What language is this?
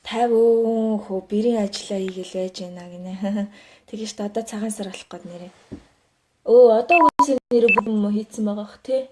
Mongolian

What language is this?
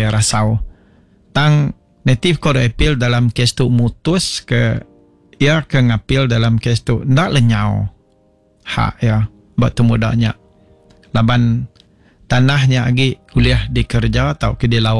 Iban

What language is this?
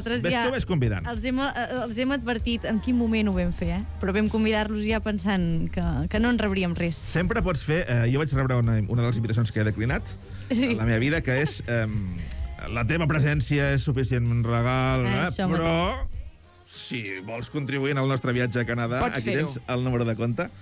Catalan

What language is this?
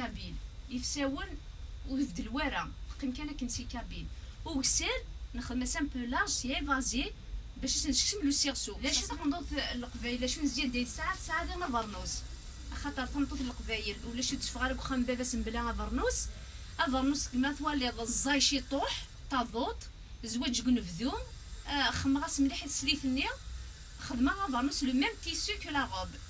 Kabyle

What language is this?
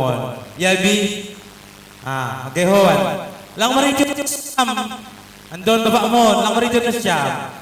Batak Simalungun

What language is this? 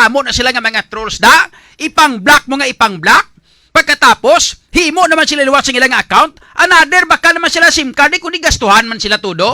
Hiligaynon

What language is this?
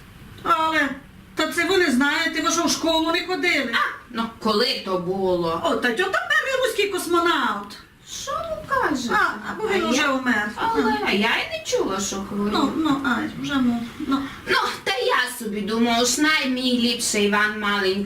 Rusyn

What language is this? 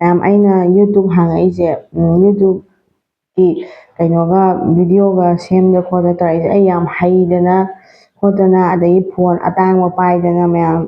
Manipuri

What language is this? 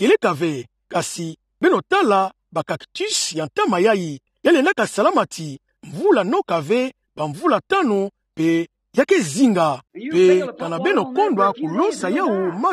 Kituba (Democratic Republic of Congo)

